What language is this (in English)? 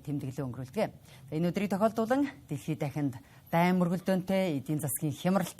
Mongolian